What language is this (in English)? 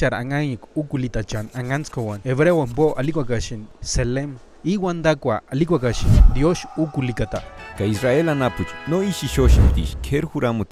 Purepecha